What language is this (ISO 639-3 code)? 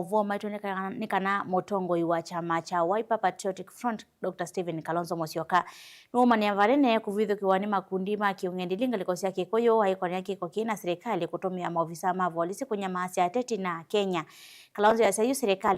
kam